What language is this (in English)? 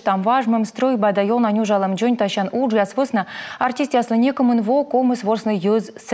Komi